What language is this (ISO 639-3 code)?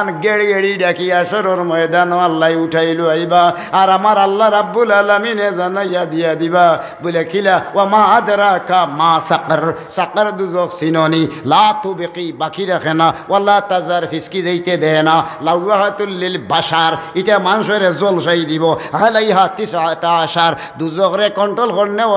syl